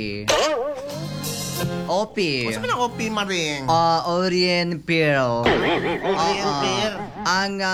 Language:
Filipino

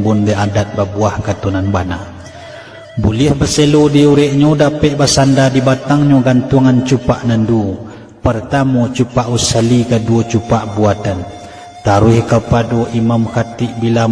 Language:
Minangkabau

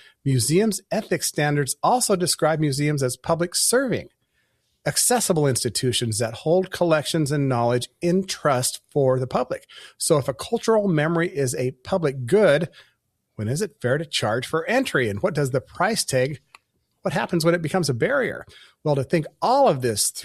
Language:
English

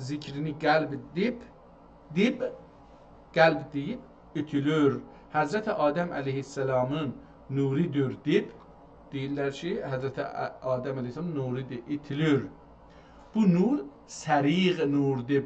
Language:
South Azerbaijani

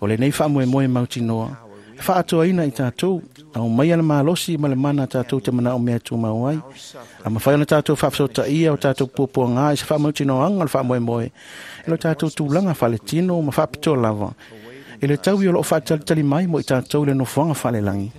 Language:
Samoan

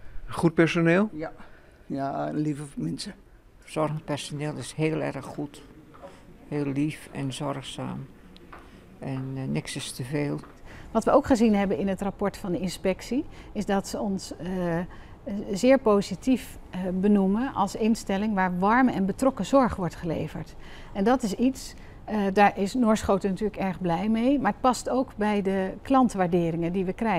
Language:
Dutch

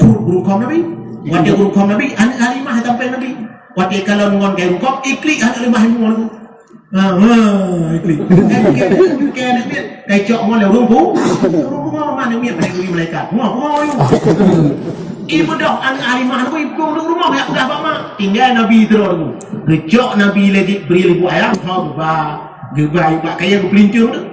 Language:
Achinese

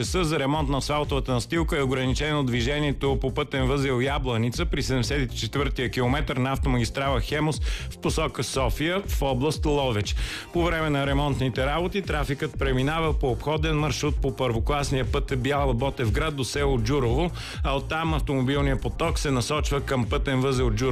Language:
Bulgarian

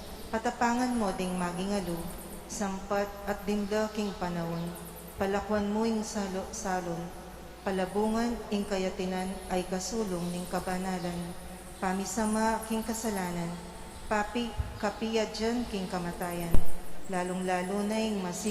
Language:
Pampanga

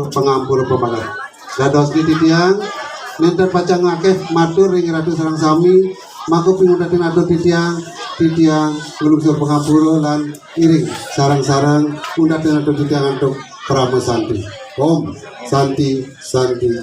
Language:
Balinese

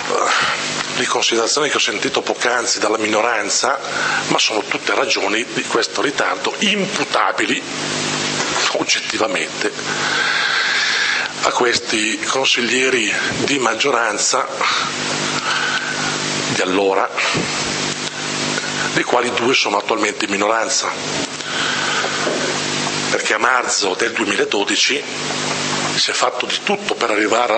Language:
Italian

